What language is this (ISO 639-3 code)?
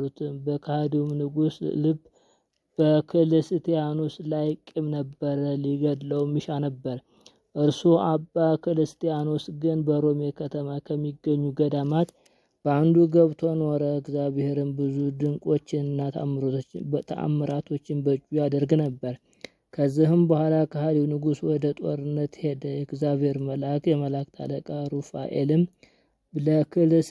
amh